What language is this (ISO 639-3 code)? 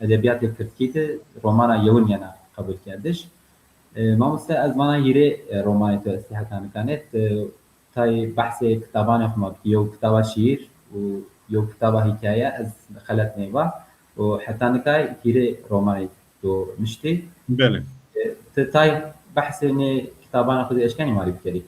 zza